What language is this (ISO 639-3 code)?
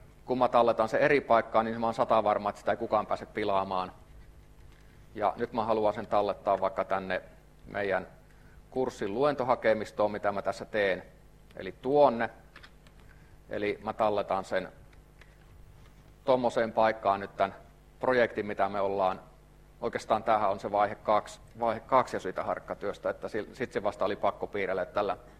fin